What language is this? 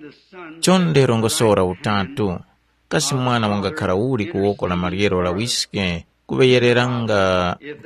Tumbuka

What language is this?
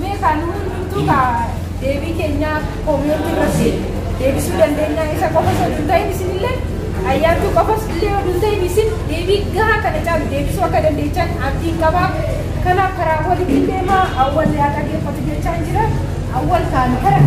Oromo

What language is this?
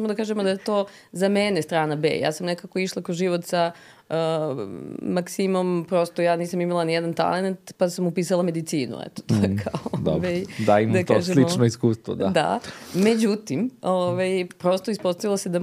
Serbian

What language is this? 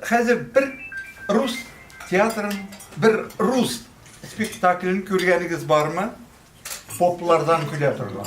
Tatar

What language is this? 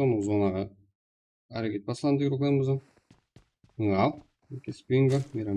Kara-Kalpak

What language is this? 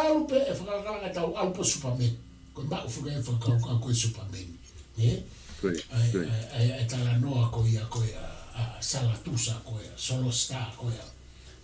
Tongan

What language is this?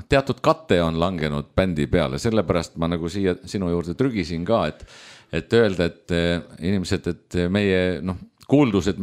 Estonian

